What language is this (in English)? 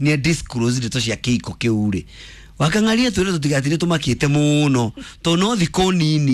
Kikuyu